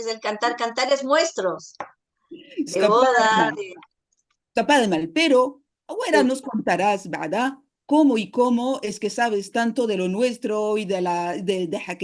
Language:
Ladino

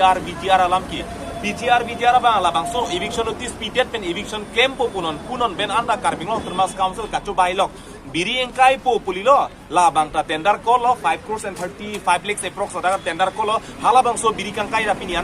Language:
Karbi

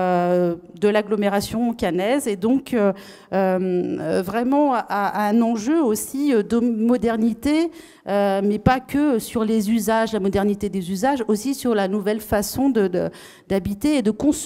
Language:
French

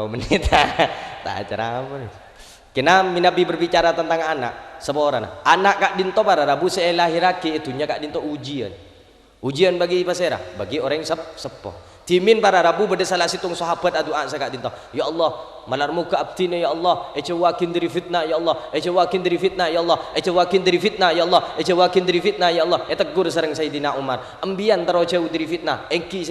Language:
Madurese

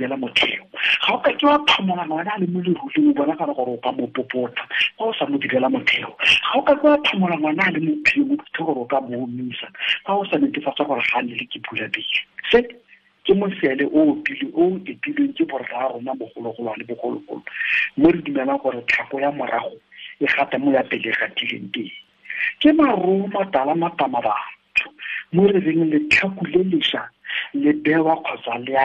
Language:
Tswana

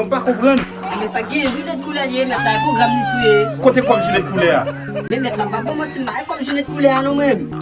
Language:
Haitian Creole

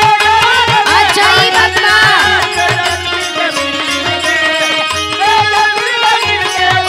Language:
Bhojpuri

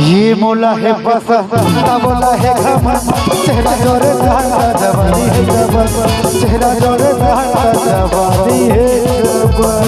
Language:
Chhattisgarhi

